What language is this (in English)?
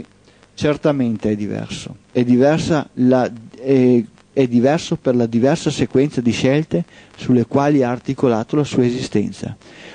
Italian